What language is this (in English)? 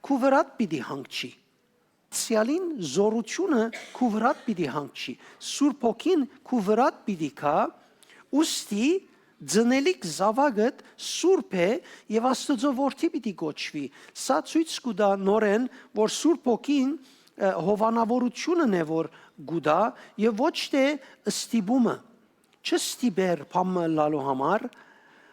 Western Armenian